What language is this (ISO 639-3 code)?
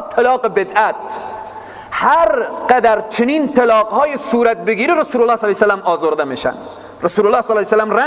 fas